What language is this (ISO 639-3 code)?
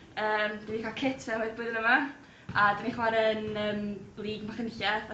cym